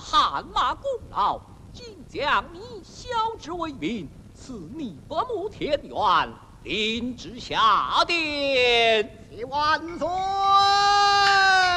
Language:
Chinese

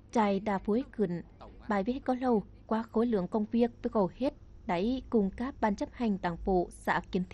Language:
Tày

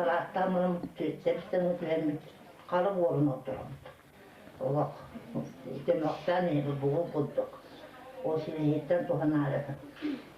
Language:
Yakut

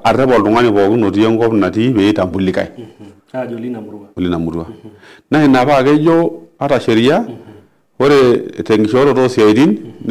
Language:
Masai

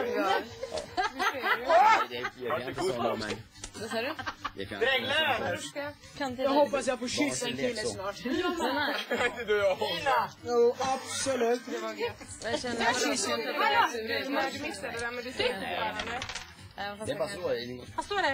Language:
Swedish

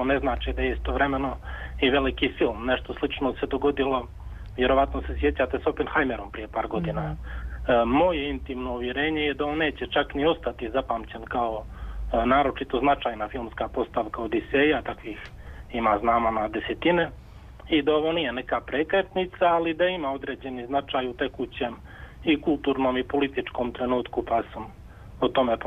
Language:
Serbian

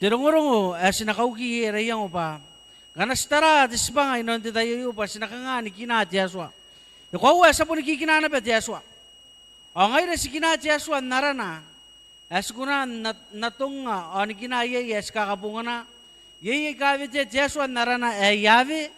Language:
Gilbertese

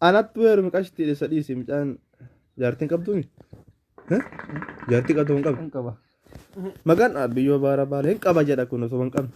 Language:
Oromo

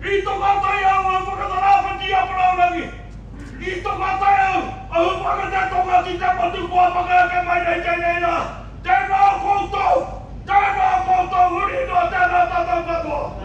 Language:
Māori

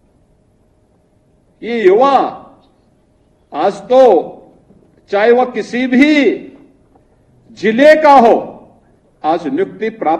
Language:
Hindi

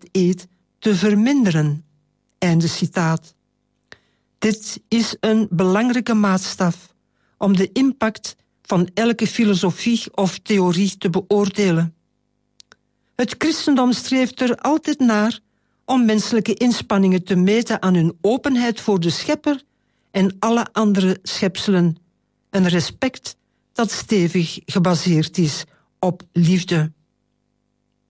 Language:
Dutch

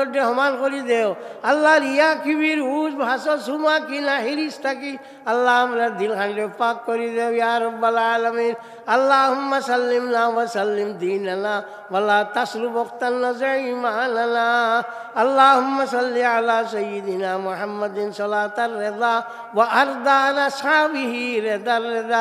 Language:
Sylheti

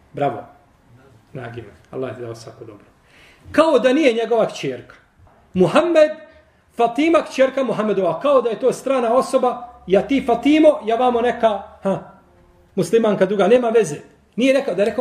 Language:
Bosnian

